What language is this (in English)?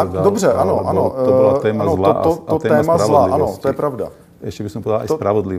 Slovak